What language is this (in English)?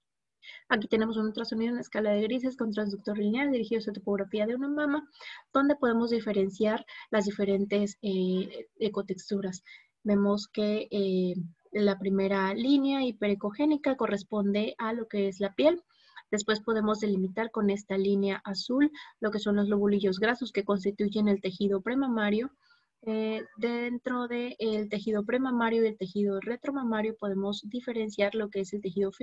Spanish